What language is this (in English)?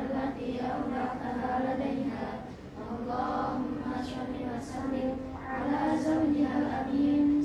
Arabic